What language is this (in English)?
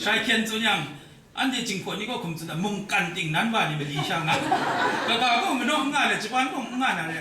Kachin